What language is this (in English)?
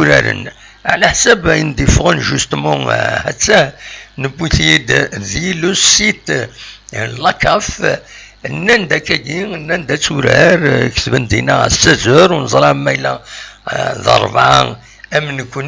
Kabyle